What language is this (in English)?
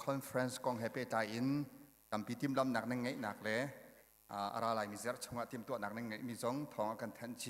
Hakha Chin